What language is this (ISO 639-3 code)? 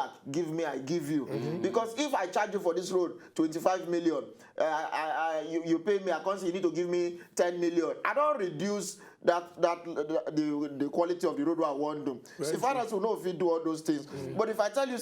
pcm